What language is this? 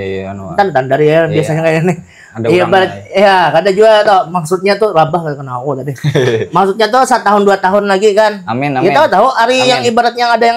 Banjar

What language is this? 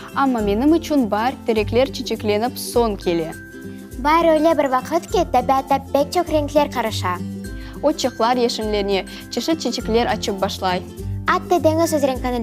Crimean Tatar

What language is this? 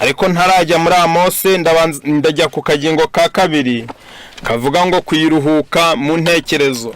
Kinyarwanda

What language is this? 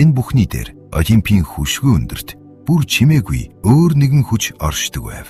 Mongolian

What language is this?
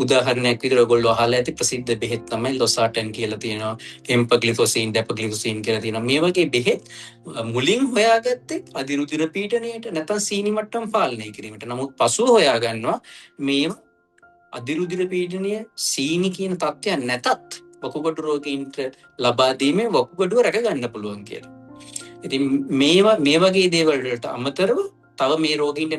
Sinhala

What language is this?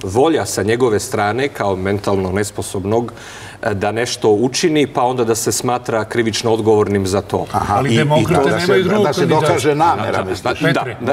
Serbian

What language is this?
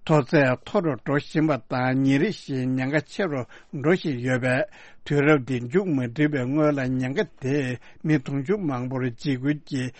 Tibetan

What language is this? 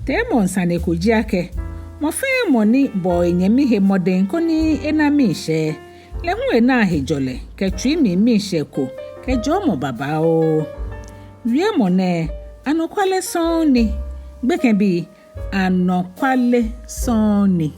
Ga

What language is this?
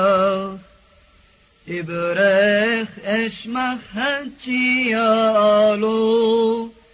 Serbian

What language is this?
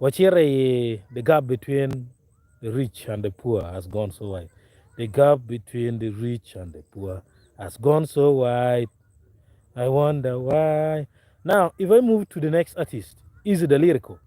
Acoli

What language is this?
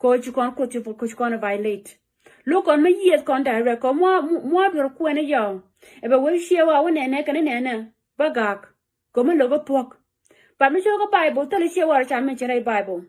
Nuer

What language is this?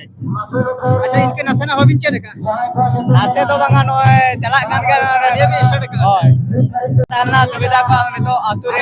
Santali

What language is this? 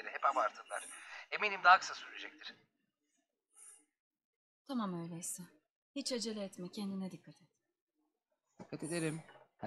Turkish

